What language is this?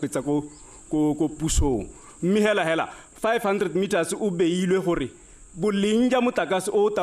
Tswana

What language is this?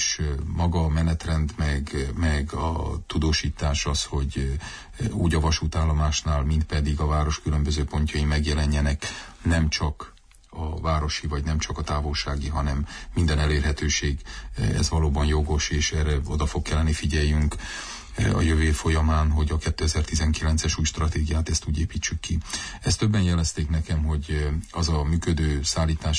Hungarian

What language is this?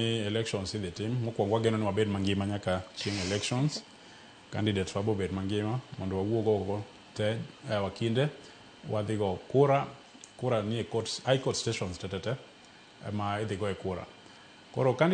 Luo (Kenya and Tanzania)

